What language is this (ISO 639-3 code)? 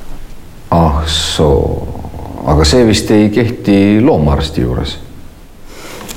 est